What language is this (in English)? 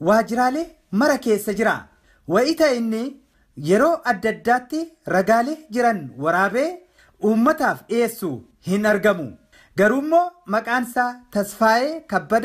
Oromo